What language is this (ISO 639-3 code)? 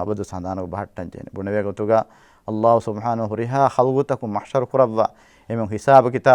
div